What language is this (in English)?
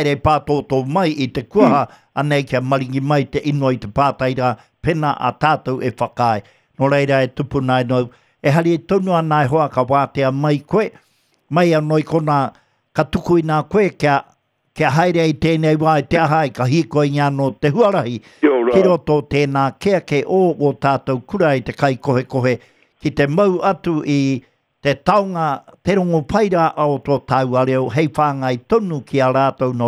Māori